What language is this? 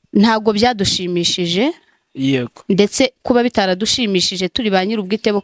Kinyarwanda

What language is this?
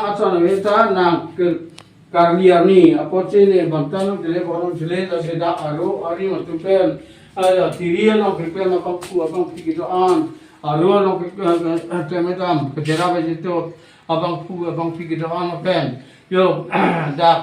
Karbi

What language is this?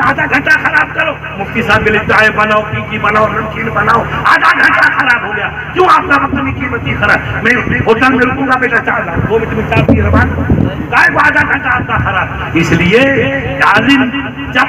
Urdu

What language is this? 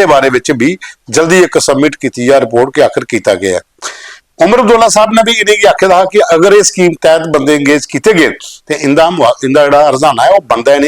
Dogri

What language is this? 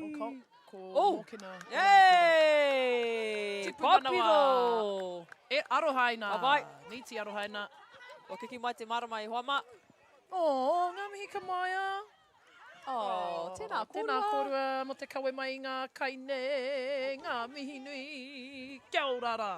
Māori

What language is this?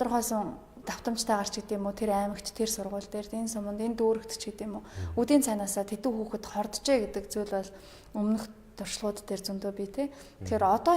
Mongolian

